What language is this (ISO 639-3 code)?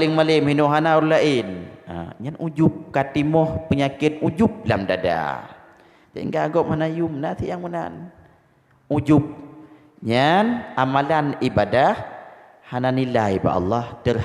ace